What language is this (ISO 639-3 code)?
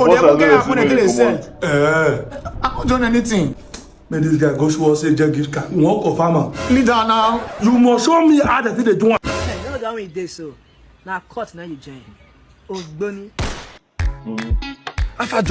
pcm